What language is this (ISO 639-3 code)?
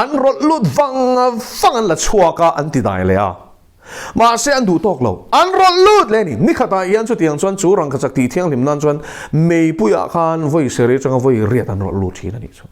lus